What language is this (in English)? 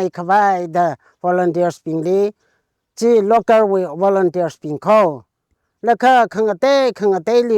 Tangkhul Naga (India)